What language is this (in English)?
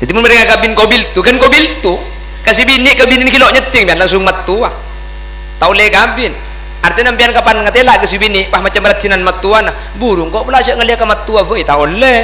Madurese